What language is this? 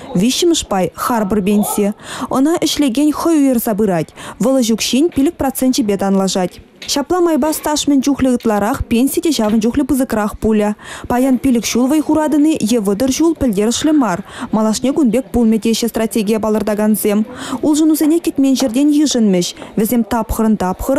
Chuvash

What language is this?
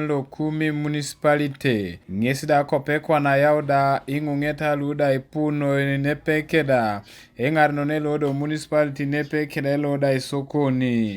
Teso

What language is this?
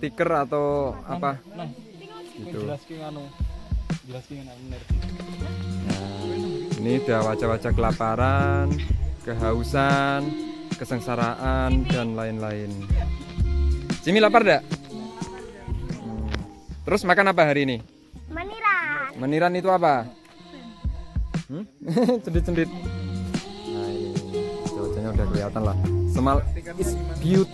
Indonesian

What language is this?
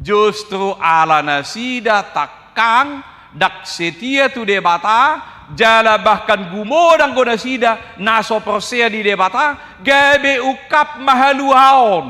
Batak Toba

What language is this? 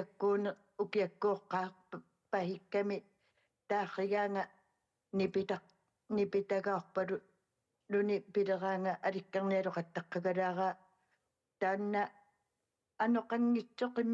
Kalaallisut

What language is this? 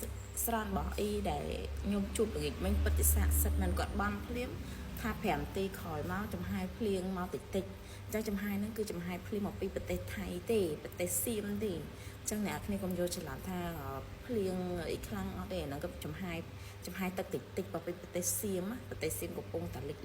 Khmer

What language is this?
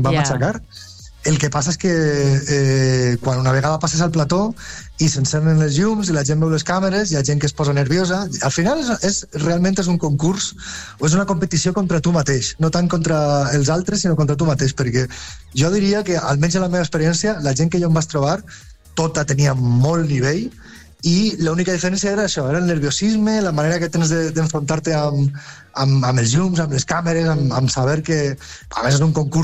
Catalan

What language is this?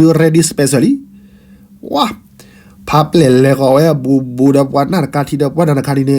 S'gaw Karen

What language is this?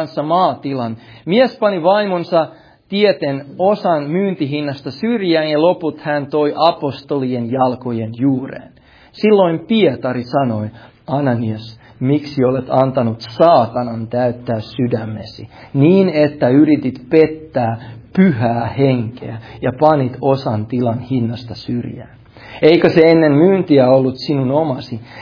Finnish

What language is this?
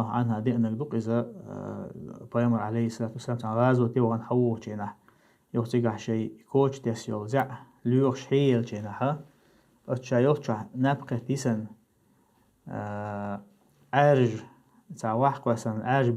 Chechen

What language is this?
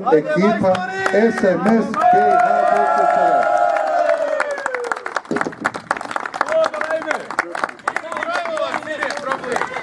Croatian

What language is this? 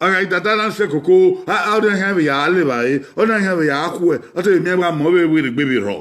Bini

